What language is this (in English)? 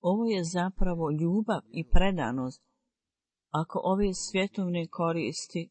Bosnian